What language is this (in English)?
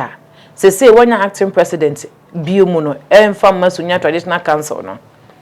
Akan